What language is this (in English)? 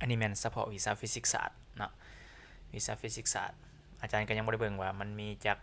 Lao